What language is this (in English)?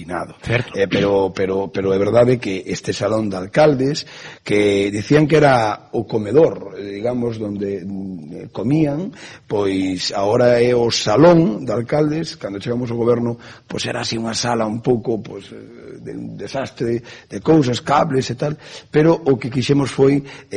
Galician